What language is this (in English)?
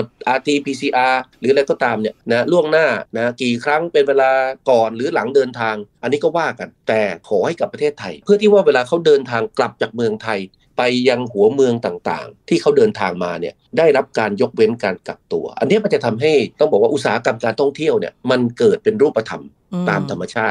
Thai